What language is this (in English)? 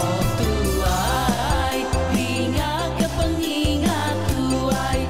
Iban